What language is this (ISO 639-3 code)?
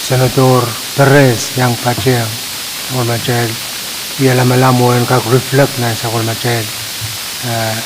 pon